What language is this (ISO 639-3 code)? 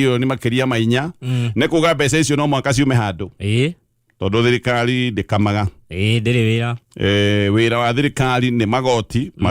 kik